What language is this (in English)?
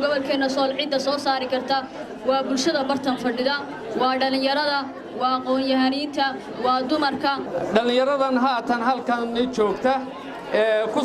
Somali